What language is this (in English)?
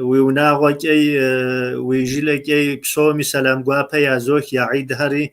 Kabardian